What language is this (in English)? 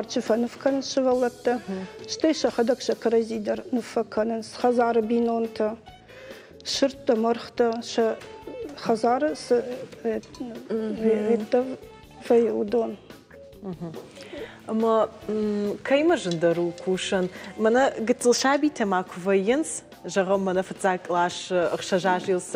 Ossetic